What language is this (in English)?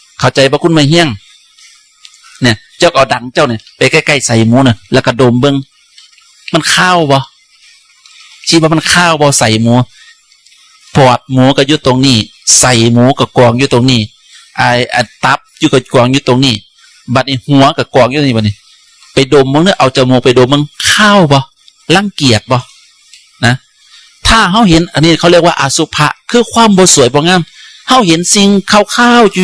Northeastern Thai